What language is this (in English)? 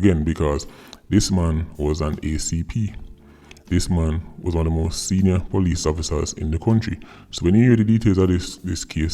Jamaican Creole English